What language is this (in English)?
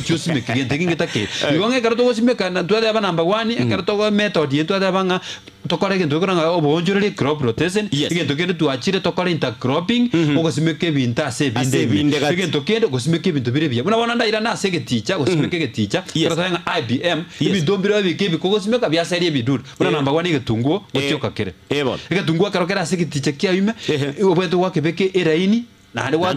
Gusii